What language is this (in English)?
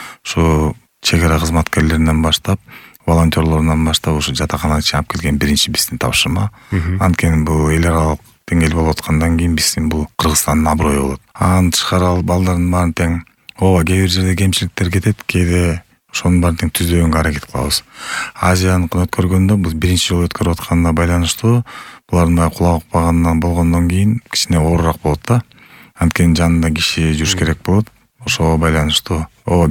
Kyrgyz